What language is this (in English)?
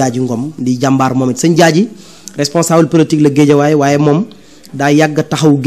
Wolof